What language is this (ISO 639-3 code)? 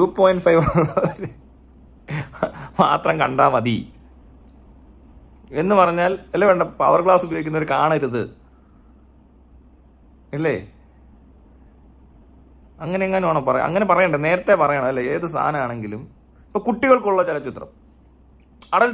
mal